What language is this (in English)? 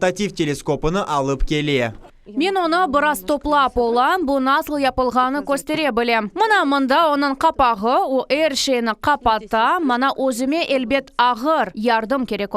Crimean Tatar